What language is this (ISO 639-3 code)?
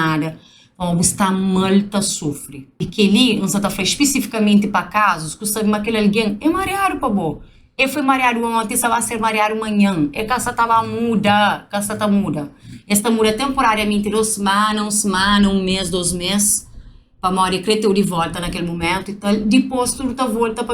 kea